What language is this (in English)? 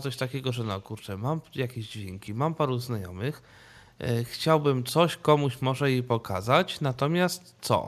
Polish